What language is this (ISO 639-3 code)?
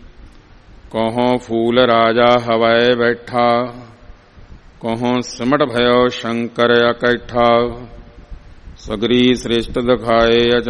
pan